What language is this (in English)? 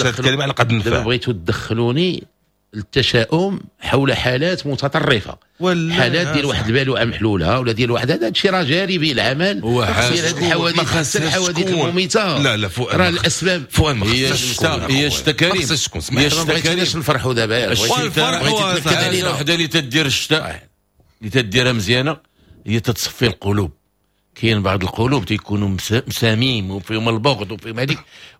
Moroccan Arabic